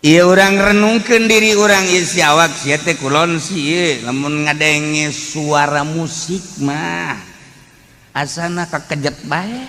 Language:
Sundanese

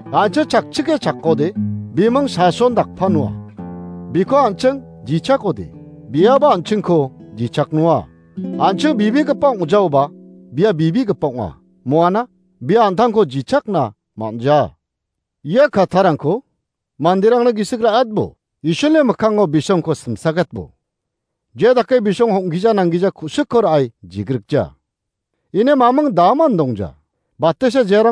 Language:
Garo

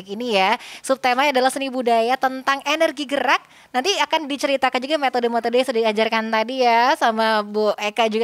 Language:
Indonesian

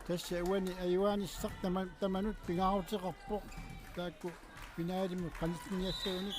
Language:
Kalaallisut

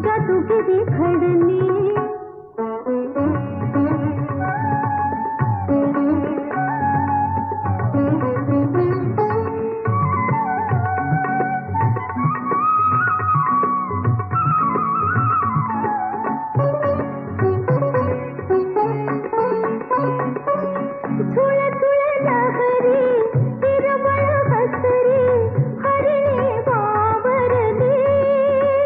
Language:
Marathi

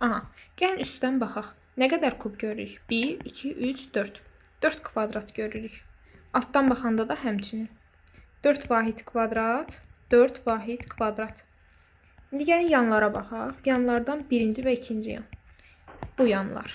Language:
Azerbaijani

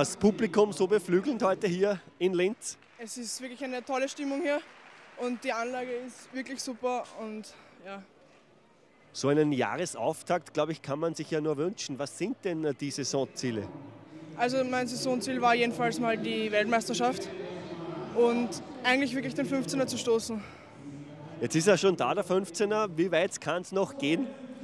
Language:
German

